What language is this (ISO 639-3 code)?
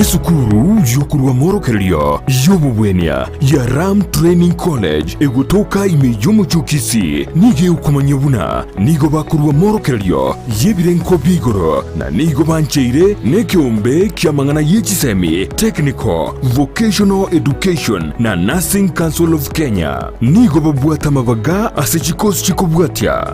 guz